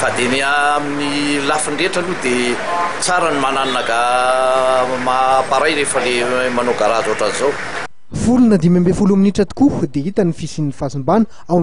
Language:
Malagasy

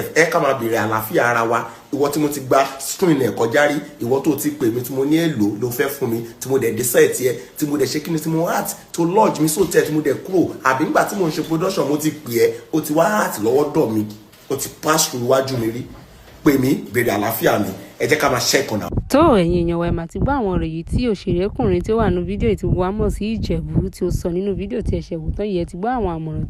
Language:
Yoruba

